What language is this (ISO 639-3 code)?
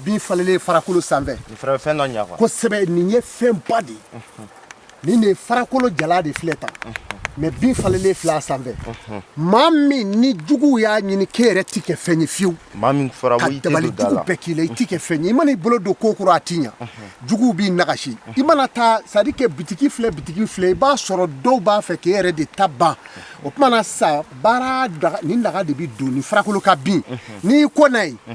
bam